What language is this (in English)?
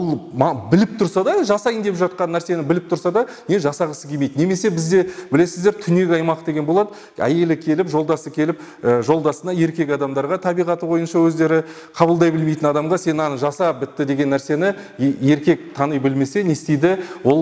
Kazakh